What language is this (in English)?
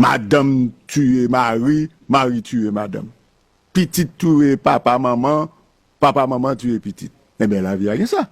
Haitian Creole